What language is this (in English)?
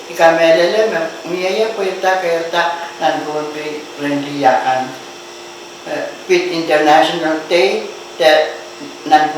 Pohnpeian